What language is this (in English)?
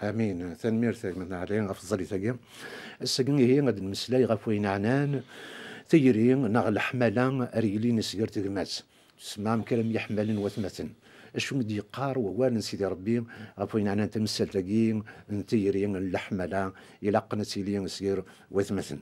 Kabyle